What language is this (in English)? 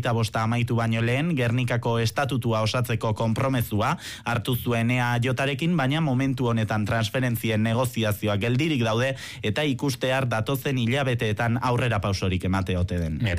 Basque